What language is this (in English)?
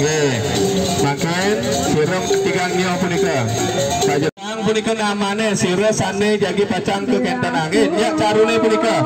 Balinese